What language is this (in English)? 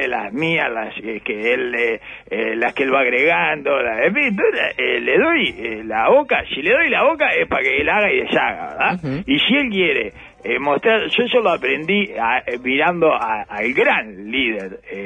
Spanish